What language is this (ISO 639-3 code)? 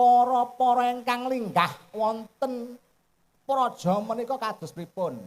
jav